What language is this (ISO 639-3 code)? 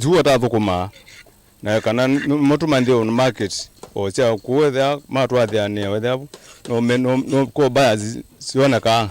kam